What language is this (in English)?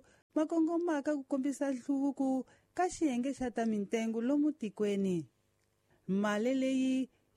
Tsonga